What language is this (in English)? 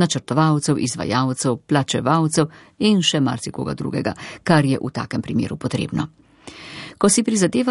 Slovenian